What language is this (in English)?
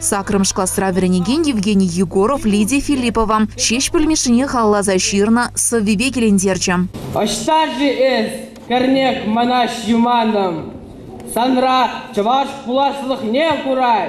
Chuvash